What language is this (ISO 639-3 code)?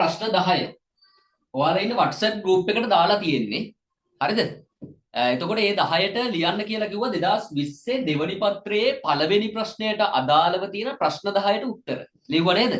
sin